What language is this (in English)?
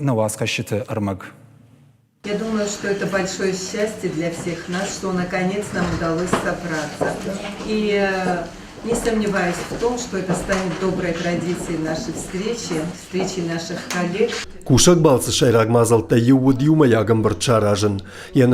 Ossetic